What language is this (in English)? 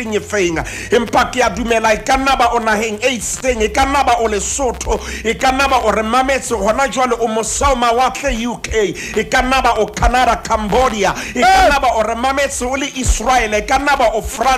Southern Sotho